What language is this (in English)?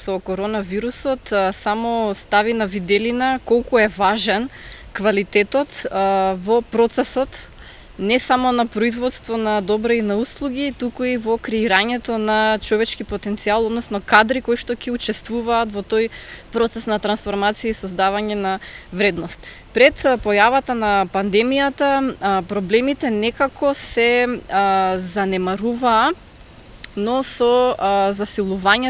Macedonian